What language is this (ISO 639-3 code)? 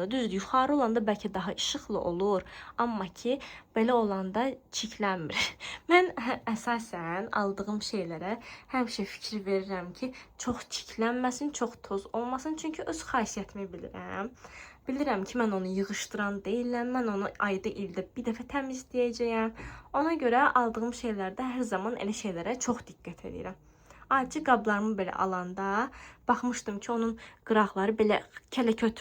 aze